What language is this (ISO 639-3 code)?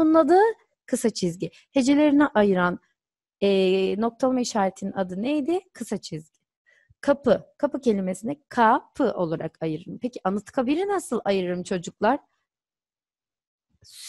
tur